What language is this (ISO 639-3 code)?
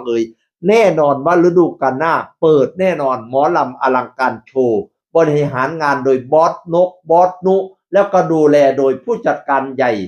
tts